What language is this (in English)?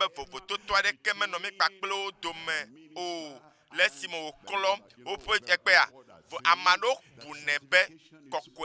Ewe